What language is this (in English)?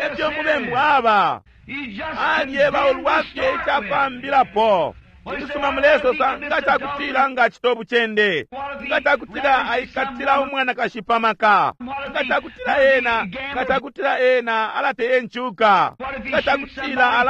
Bemba